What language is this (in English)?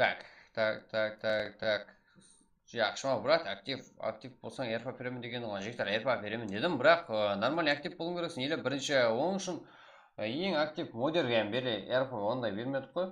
Kara-Kalpak